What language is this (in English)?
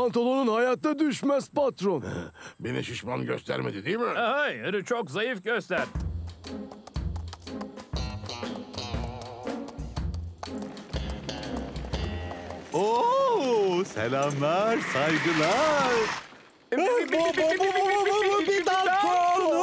Turkish